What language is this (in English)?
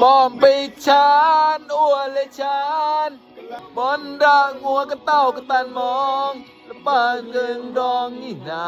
Mon